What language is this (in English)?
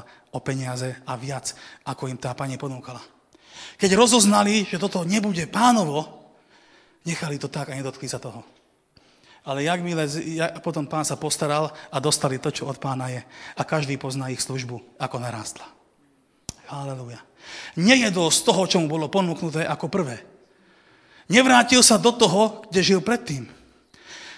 Slovak